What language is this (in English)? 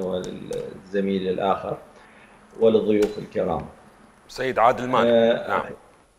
Mesopotamian Arabic